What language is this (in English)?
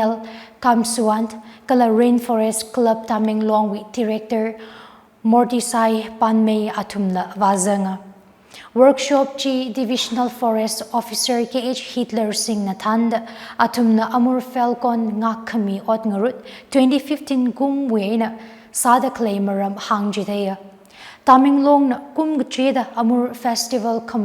Tangkhul Naga (India)